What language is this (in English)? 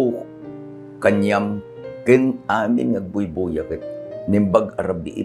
Iloko